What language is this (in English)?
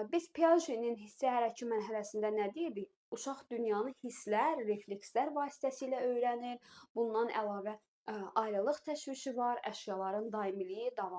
Azerbaijani